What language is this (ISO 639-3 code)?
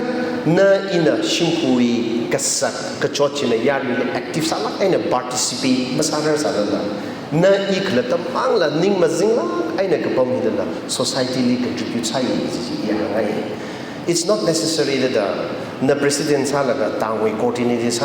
nmf